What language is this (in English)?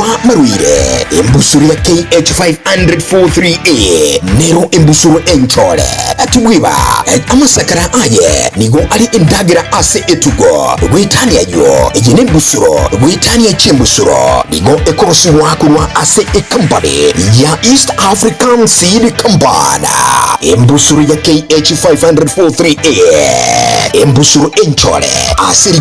Gusii